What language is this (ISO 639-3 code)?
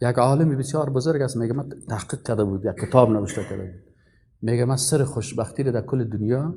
fas